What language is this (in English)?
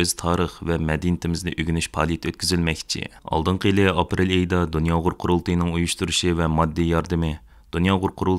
Uyghur